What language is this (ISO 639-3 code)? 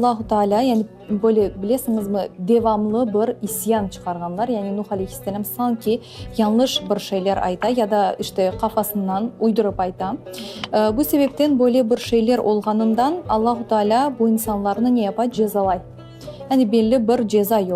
crh